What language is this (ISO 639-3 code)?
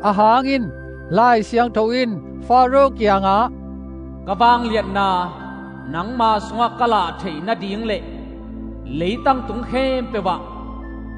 ctd